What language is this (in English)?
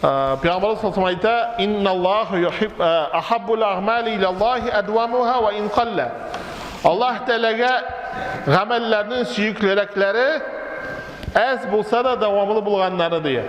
Tatar